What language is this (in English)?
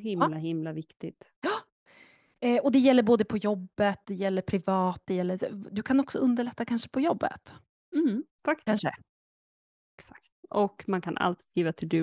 Swedish